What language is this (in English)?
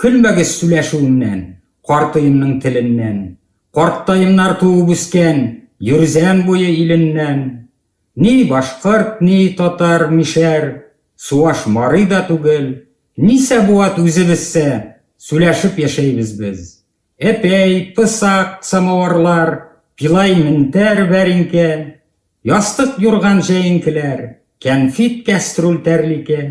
Bashkir